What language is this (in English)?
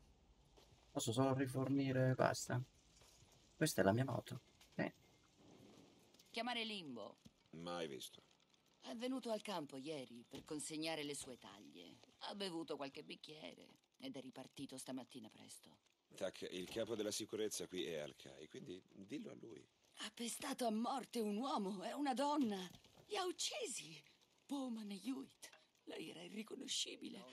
Italian